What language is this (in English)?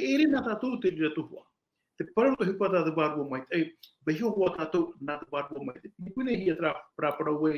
Tahitian